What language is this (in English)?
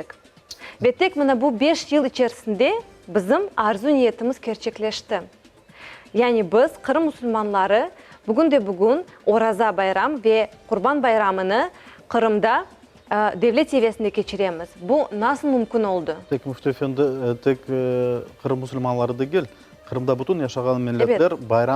Crimean Tatar